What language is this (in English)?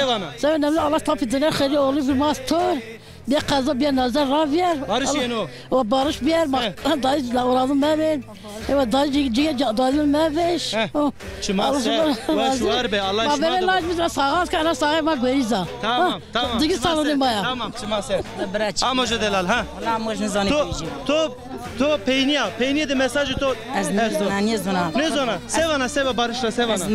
Zaza